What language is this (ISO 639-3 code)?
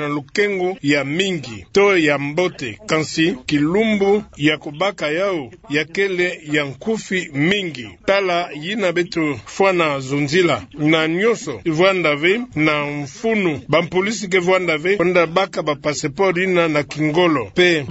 ktu